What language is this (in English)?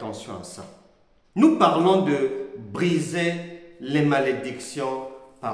French